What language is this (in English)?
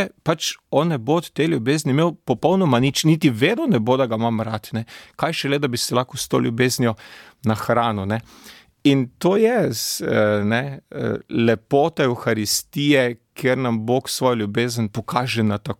Slovenian